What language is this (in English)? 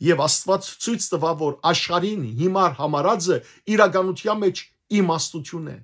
Western Armenian